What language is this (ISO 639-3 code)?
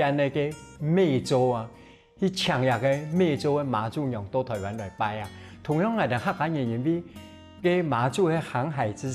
hak